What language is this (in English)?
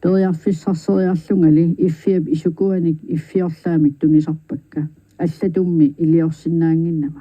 Kalaallisut